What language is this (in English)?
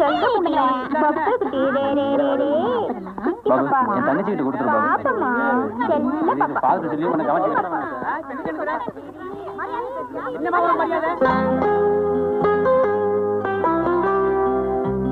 Tamil